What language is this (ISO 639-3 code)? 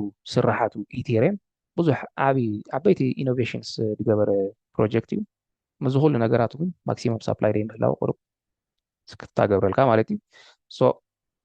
tir